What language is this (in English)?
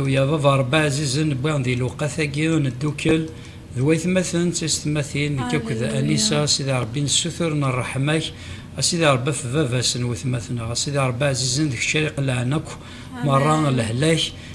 Kabyle